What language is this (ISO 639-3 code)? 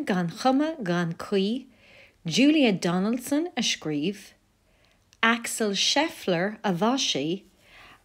gle